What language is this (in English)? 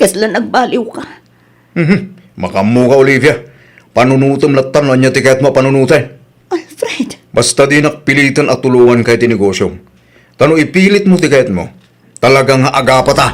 Iloko